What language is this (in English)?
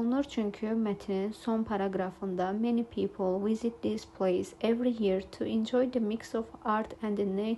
Azerbaijani